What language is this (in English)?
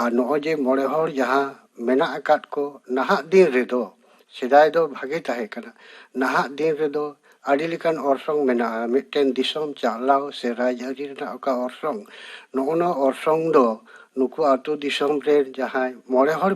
Santali